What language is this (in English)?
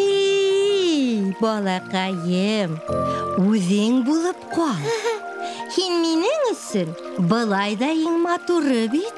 Bashkir